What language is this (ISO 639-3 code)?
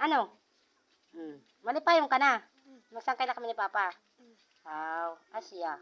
war